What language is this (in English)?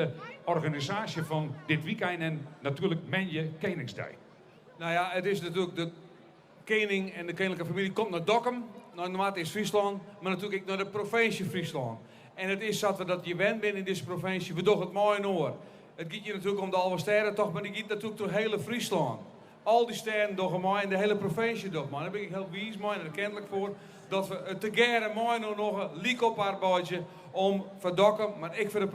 Western Frisian